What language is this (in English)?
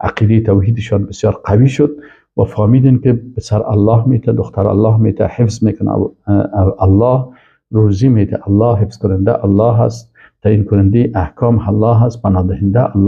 Persian